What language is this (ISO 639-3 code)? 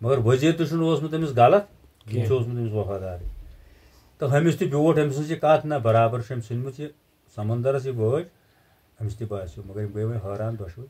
kas